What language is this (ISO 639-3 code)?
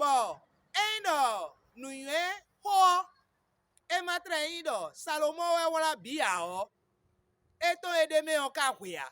fon